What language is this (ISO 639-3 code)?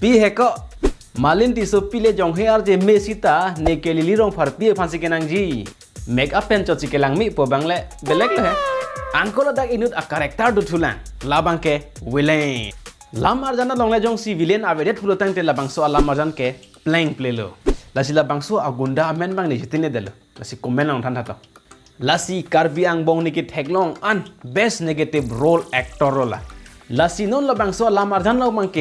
mjw